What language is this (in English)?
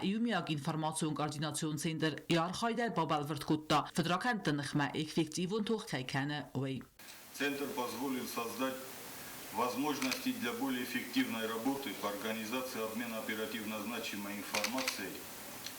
Ossetic